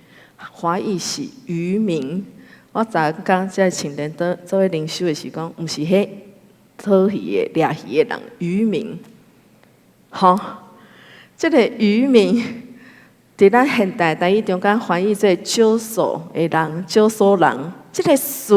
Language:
Min Nan Chinese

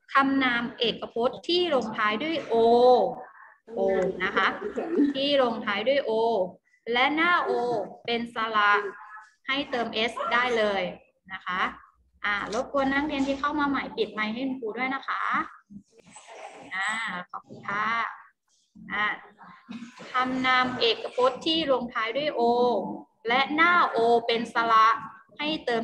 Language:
Thai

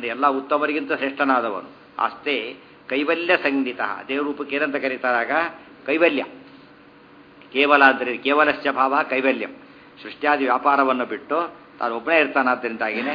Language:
Kannada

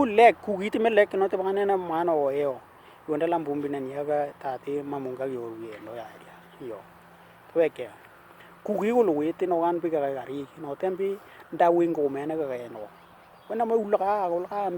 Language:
Western Dani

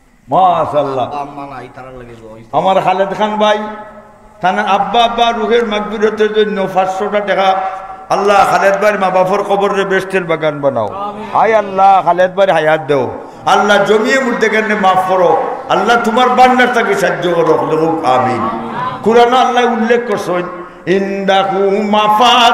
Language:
Sylheti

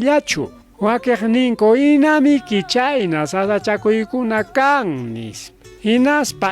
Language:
Ayacucho Quechua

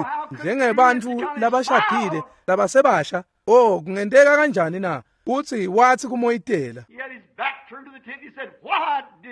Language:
Swati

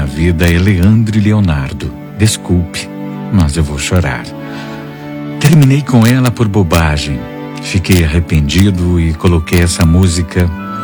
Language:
Portuguese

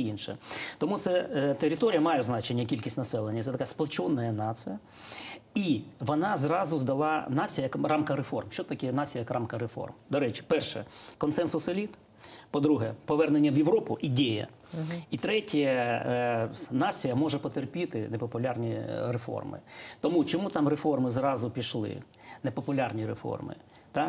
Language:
Ukrainian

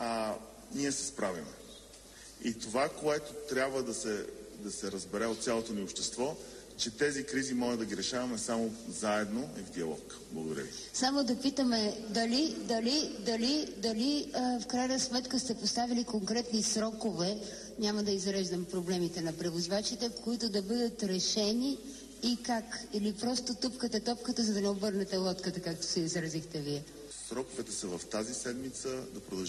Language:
Bulgarian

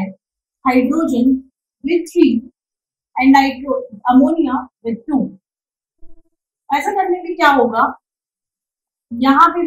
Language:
Hindi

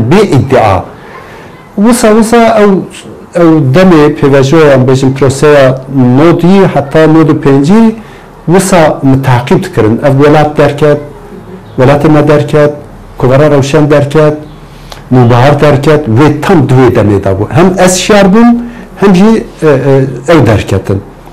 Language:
Kurdish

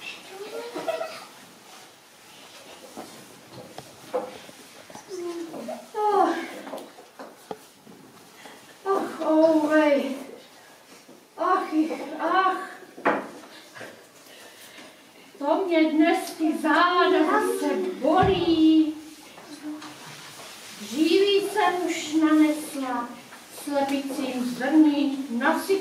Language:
Czech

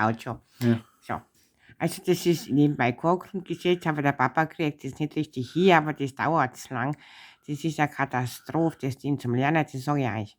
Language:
Bavarian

